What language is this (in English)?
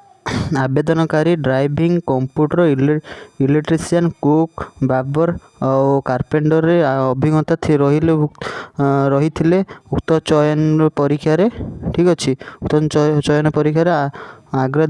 Odia